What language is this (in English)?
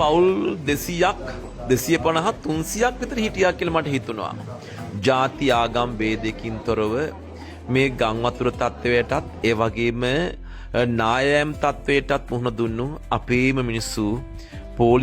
Sinhala